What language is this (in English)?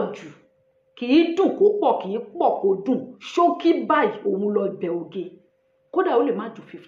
Yoruba